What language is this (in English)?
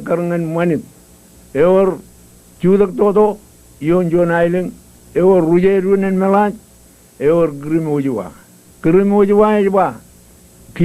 Marshallese